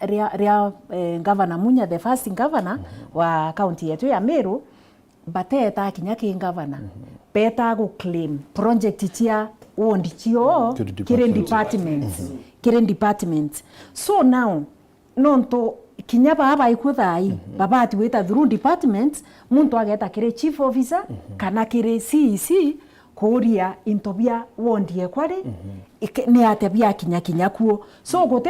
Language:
Meru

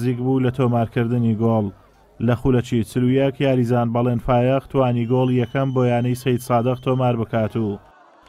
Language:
Central Kurdish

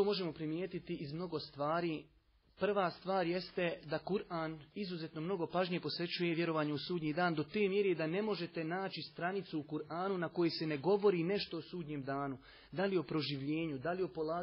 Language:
Bosnian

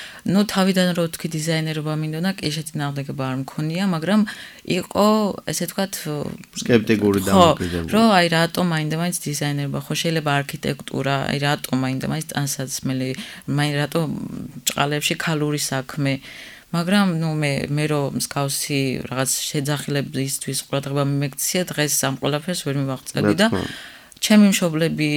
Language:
Georgian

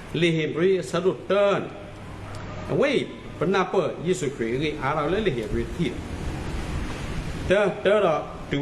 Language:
S'gaw Karen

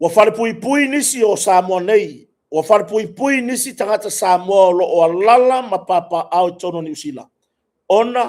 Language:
Samoan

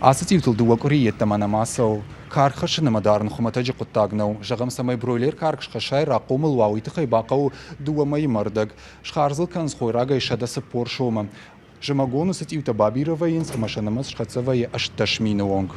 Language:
Ossetic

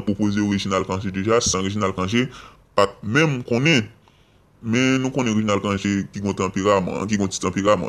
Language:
Haitian Creole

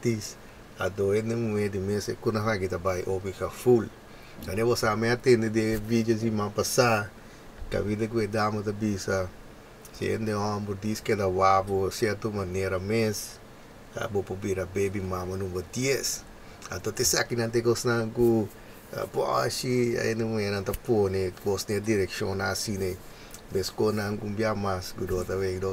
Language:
Papiamento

